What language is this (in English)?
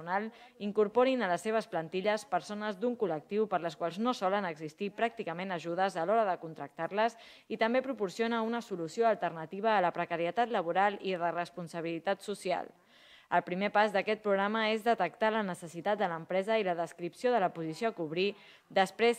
Catalan